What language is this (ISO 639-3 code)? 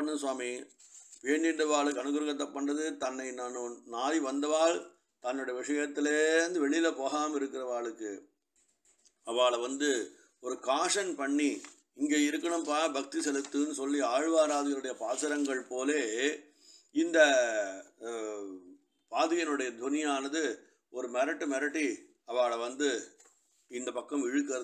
tam